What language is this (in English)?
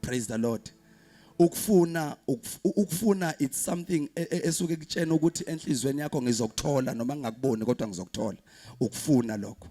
Zulu